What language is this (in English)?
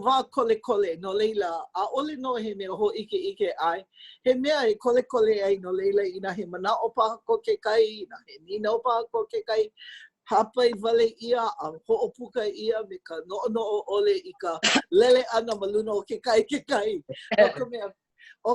Hawaiian